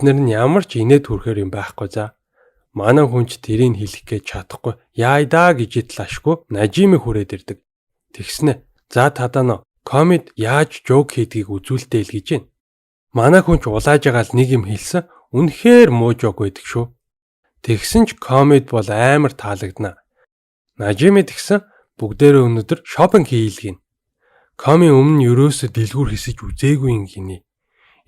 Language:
Mongolian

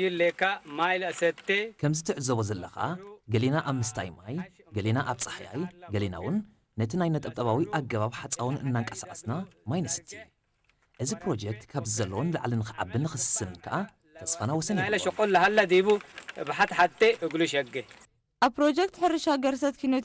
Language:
Tigrinya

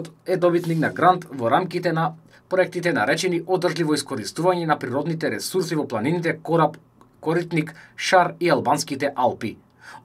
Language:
Macedonian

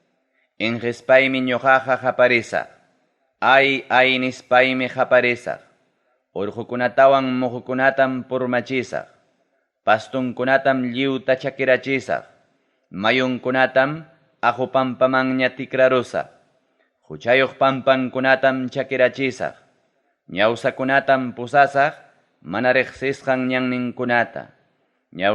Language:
Ayacucho Quechua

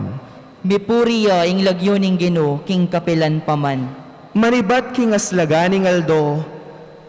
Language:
Pampanga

